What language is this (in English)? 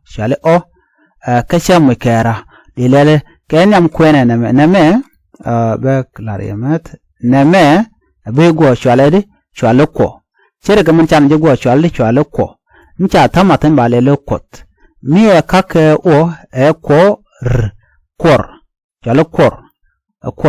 Nuer